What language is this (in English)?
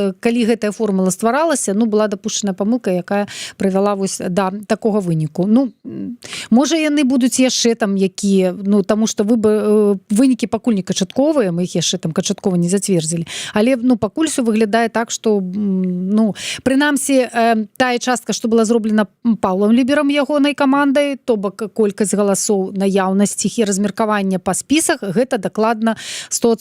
Belarusian